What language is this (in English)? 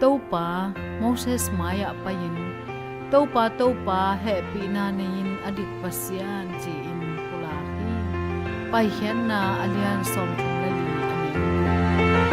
Tedim Chin